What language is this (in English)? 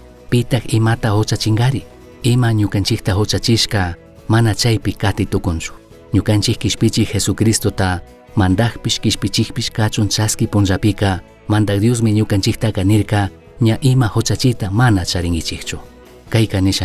Chimborazo Highland Quichua